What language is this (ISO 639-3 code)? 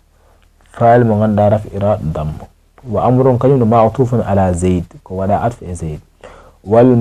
ful